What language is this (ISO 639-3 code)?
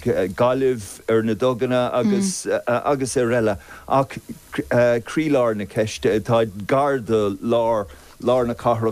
gle